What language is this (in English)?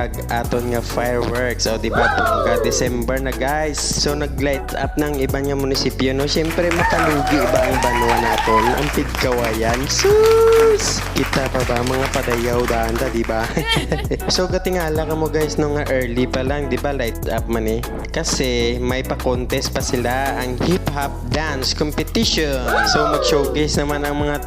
Hiligaynon